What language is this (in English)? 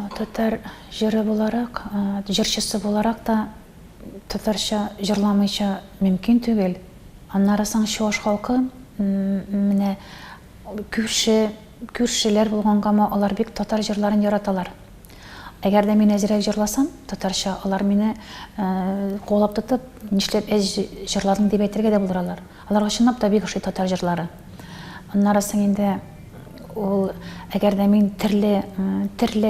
Tatar